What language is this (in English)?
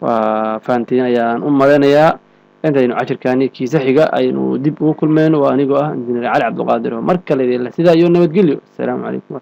Somali